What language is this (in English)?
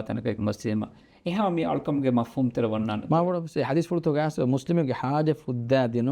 Divehi